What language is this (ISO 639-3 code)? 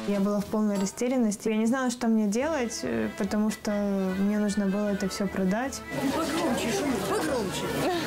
rus